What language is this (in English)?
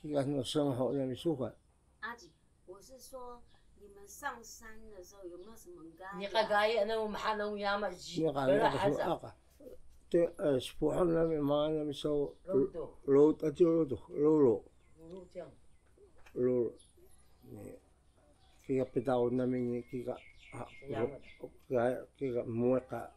Taroko